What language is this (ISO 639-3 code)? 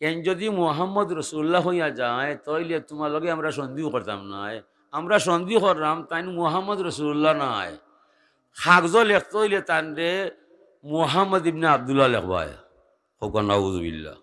syl